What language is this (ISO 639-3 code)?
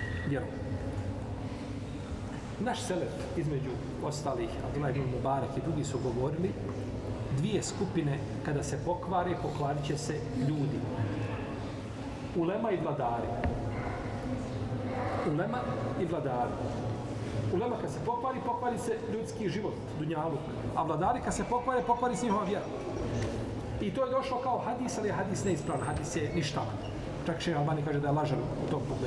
bos